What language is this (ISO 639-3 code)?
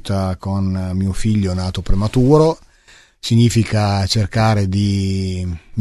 ita